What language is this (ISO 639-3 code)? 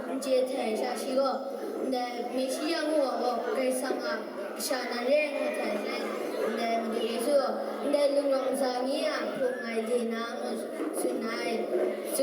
kac